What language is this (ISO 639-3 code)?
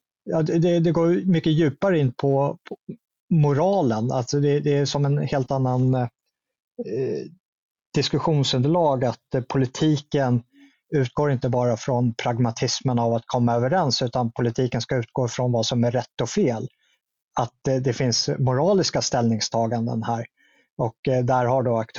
swe